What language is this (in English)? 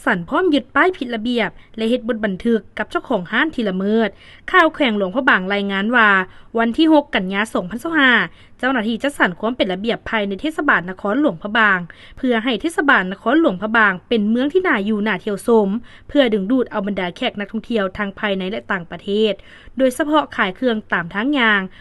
Lao